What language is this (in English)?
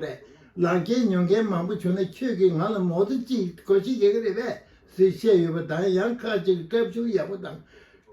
Tibetan